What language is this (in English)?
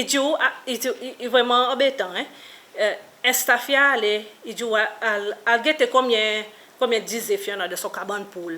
Seselwa Creole French